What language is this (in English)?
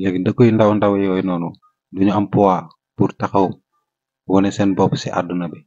Wolof